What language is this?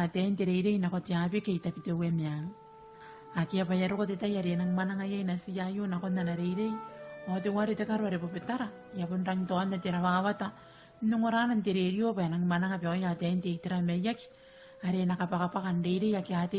Gilbertese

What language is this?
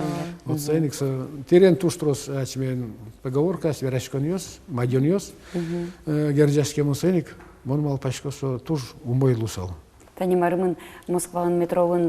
Udmurt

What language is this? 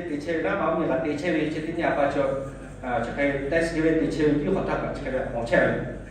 Lahu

